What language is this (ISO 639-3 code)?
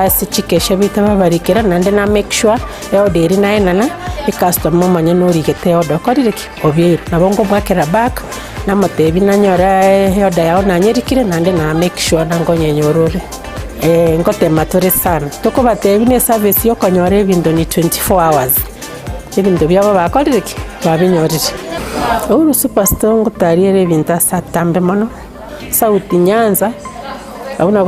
guz